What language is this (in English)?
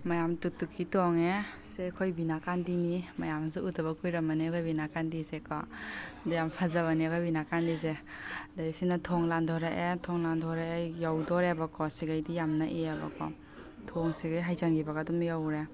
Manipuri